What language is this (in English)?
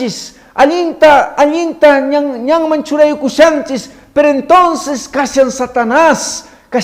Quechua